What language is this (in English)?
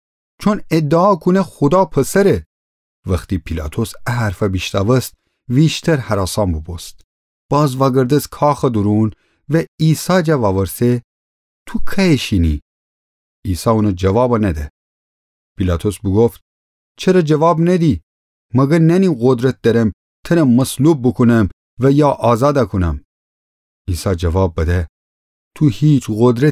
Gilaki